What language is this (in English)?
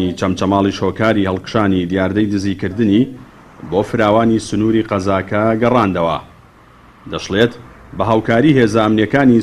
Central Kurdish